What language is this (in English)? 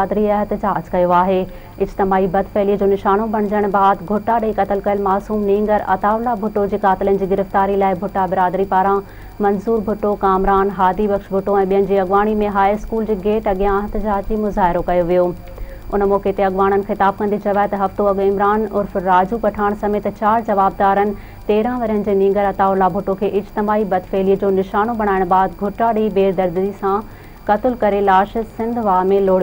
Sindhi